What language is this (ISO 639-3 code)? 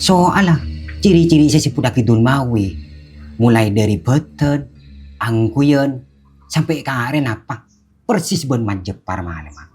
mad